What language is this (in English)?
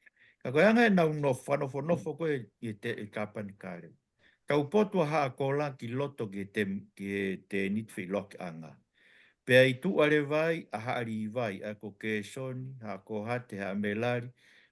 Tongan